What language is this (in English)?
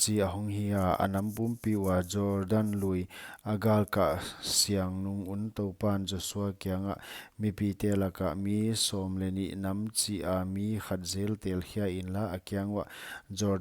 Paite Chin